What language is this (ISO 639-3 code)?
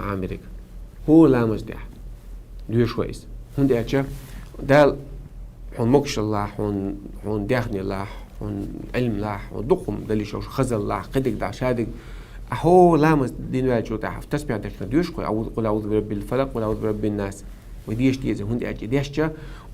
che